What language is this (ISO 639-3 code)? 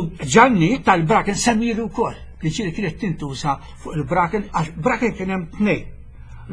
mlt